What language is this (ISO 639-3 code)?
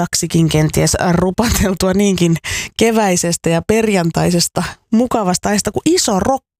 fin